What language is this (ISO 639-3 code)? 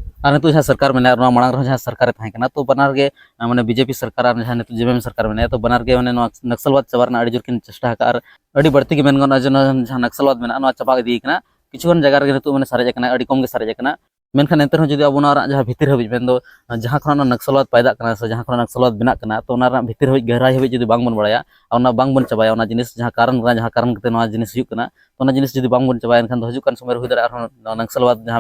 sat